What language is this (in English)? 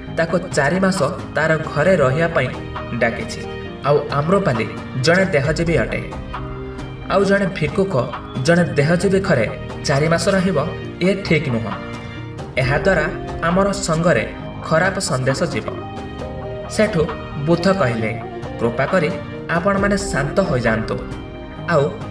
Odia